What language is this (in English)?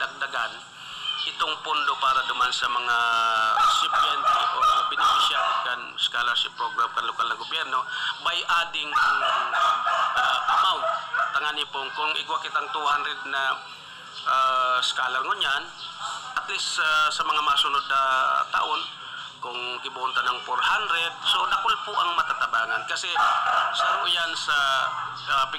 Bikol